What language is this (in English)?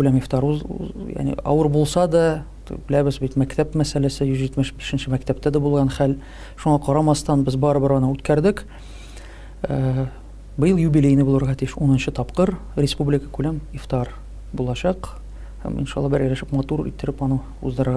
Tatar